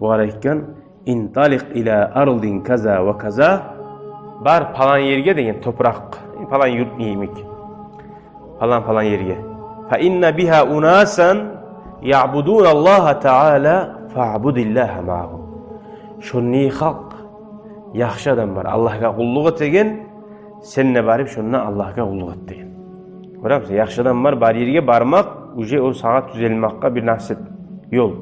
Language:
Kumyk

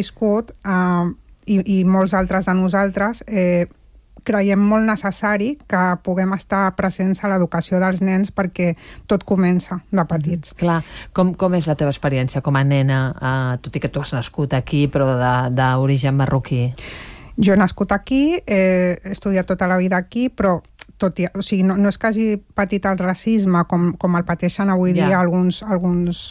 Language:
Catalan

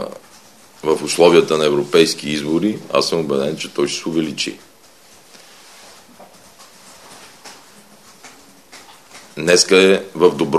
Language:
Bulgarian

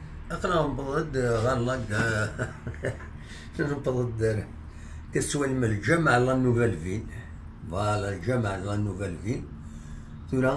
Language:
Kabyle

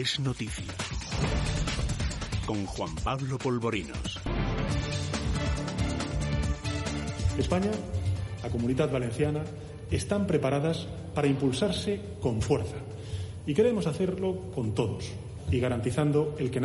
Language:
Spanish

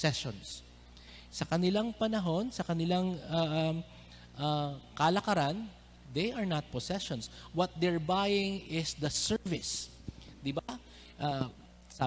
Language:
Filipino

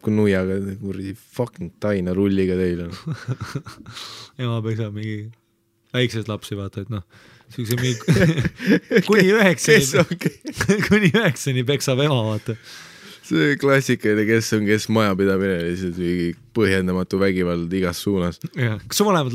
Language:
Estonian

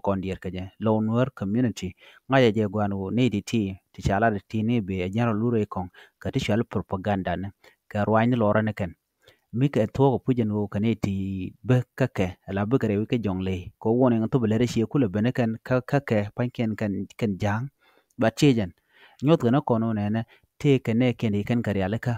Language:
Nuer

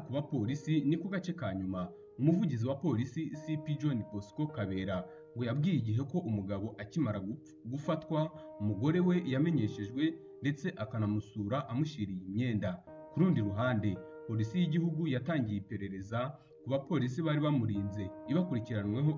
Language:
Kinyarwanda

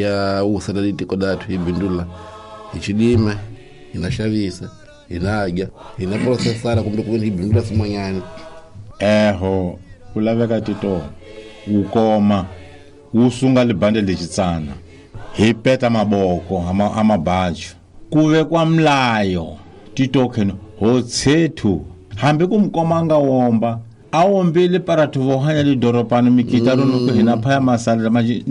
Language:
Tsonga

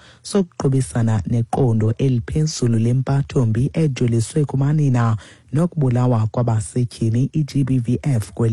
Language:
Xhosa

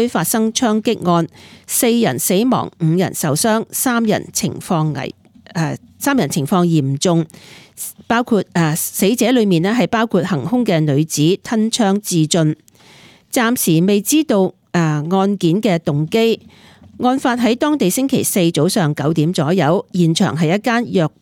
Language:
Cantonese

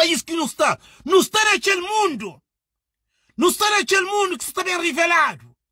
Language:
Kabuverdianu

